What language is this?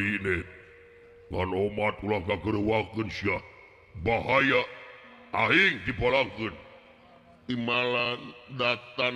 Sundanese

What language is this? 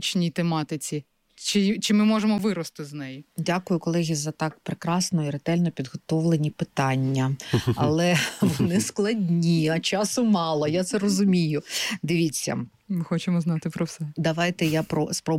Ukrainian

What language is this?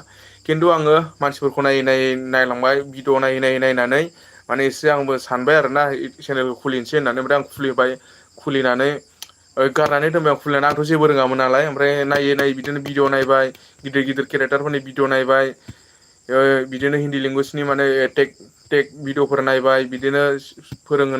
Bodo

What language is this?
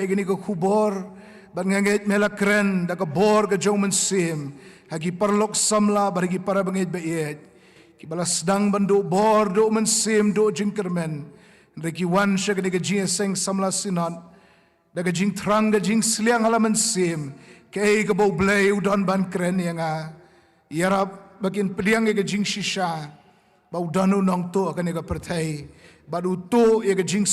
Khasi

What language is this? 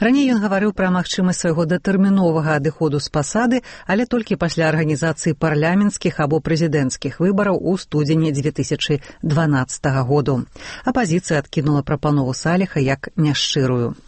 Belarusian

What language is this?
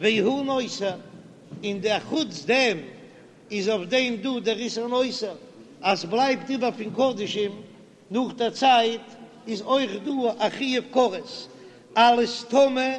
Yiddish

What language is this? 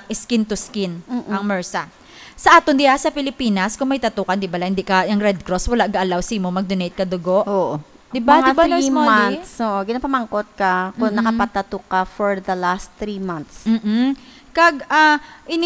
Hiligaynon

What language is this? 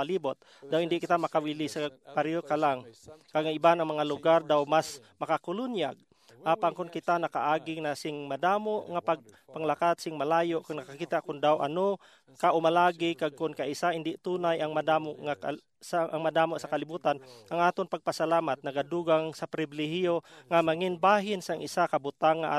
Hiligaynon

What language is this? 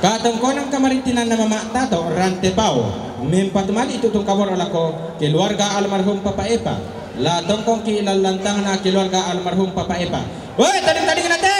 Toraja-Sa'dan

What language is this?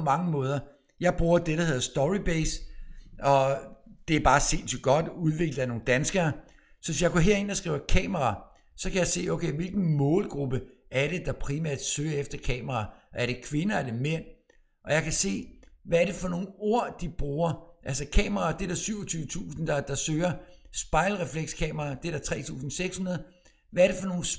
Danish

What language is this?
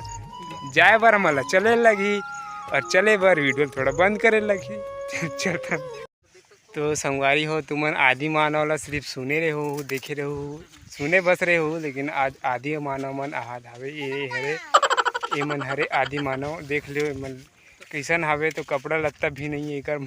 Chhattisgarhi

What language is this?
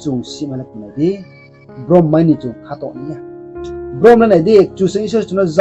Riang (India)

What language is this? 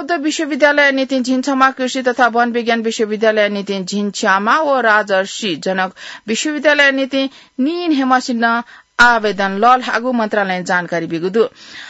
Newari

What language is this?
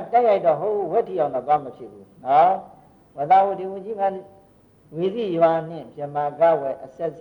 Burmese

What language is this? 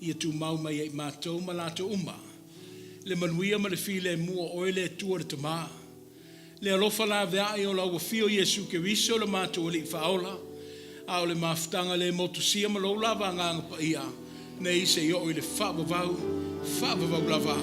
Samoan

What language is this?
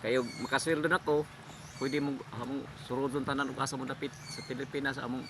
Cebuano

